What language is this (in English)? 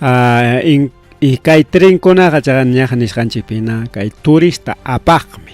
Ayacucho Quechua